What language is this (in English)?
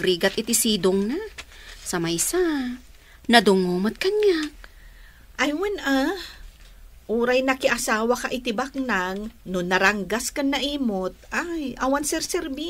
Iloko